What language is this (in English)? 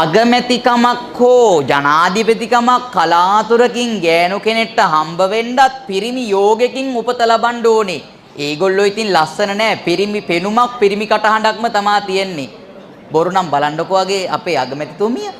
Sinhala